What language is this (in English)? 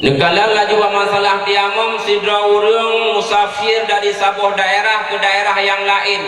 Achinese